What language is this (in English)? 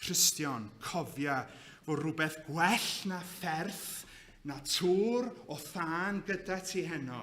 Welsh